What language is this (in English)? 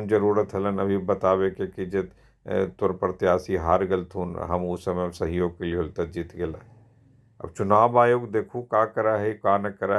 Magahi